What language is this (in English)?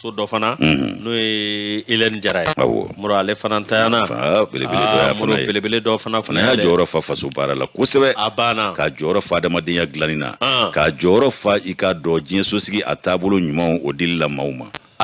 Bambara